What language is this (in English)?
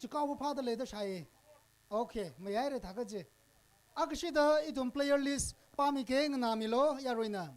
Tangkhul Naga (India)